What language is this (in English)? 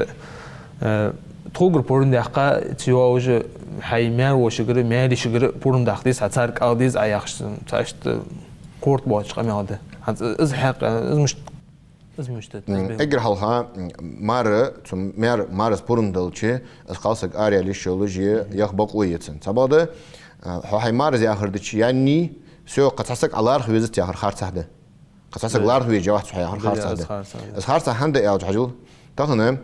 Ingush